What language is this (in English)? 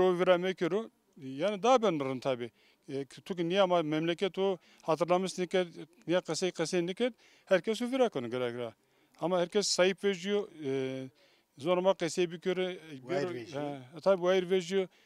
Zaza